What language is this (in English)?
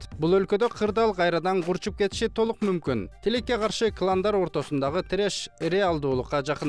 Kyrgyz